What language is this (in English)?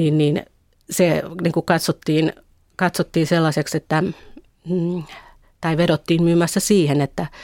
Finnish